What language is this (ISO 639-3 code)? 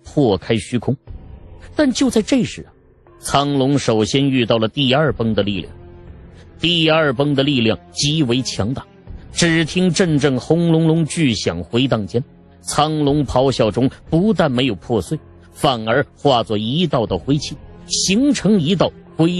zho